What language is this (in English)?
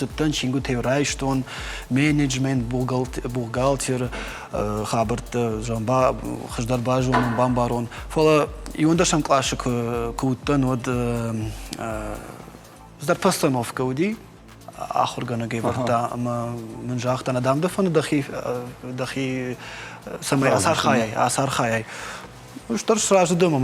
Ossetic